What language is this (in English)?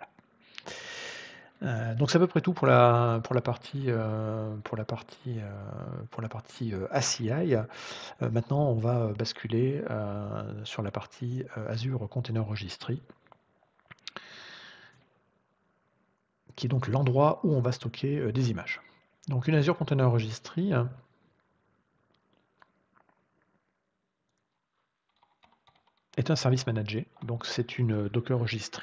French